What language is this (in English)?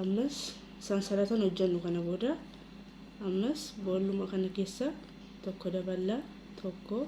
Oromo